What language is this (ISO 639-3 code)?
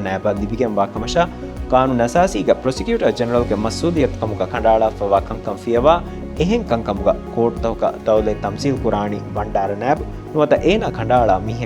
div